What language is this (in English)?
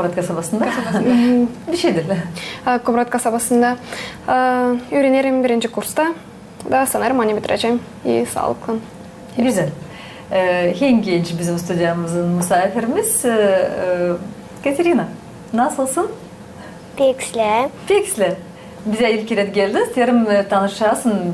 Gagauz